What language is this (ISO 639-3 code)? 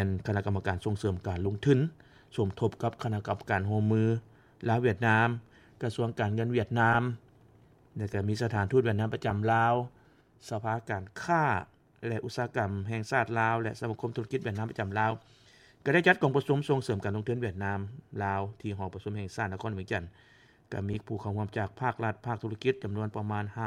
lao